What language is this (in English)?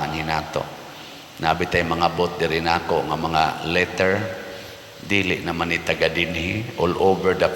Cebuano